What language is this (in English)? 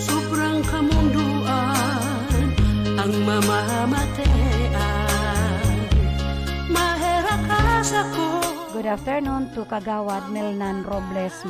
Bikol